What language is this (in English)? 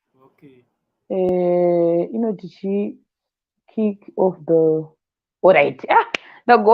Shona